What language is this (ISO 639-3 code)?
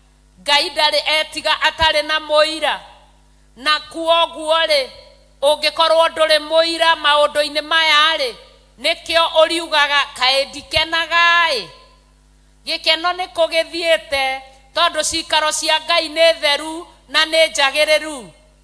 kik